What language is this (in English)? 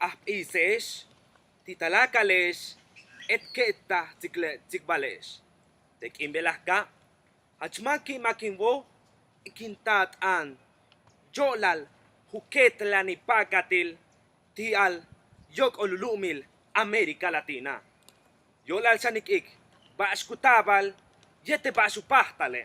Yucateco